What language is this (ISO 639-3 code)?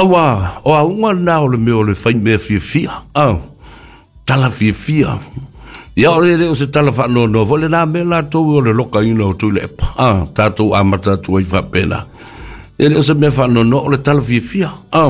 smo